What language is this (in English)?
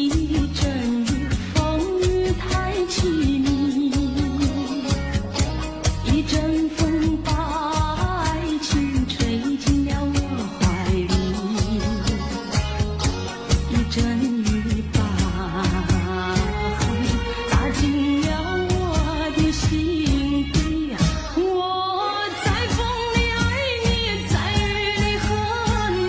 Chinese